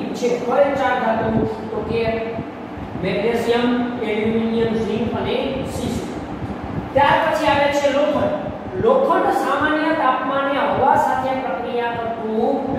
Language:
Gujarati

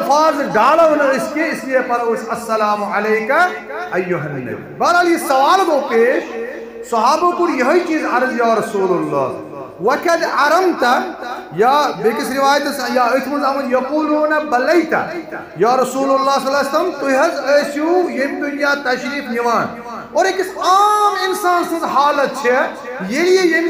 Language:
Kashmiri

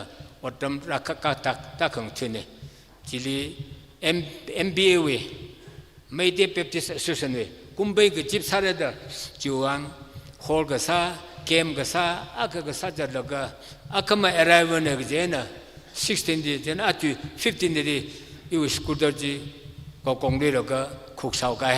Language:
Tangkhul Naga (India)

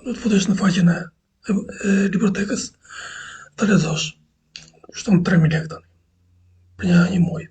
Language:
Albanian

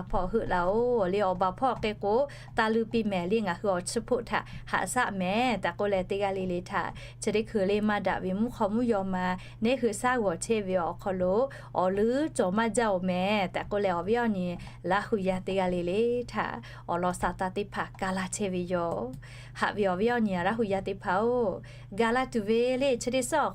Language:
Lahu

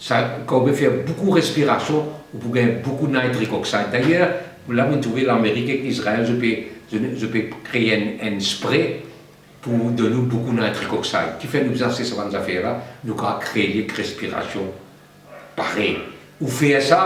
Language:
Morisyen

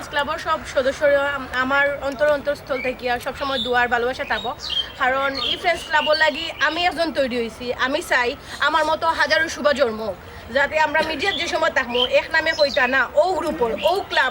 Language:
Sylheti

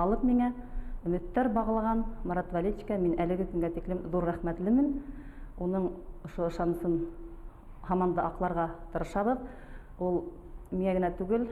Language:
Bashkir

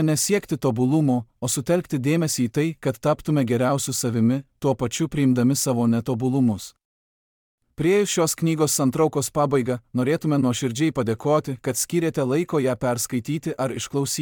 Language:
Lithuanian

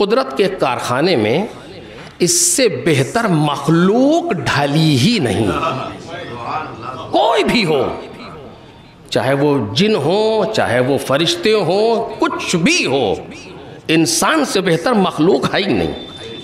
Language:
Urdu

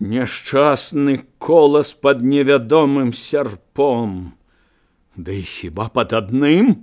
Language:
Belarusian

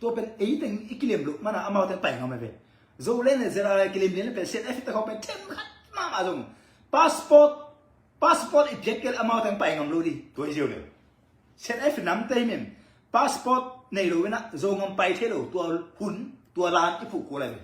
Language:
Tedim Chin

